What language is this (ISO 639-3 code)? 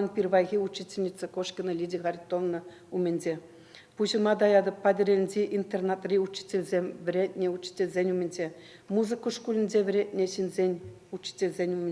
chv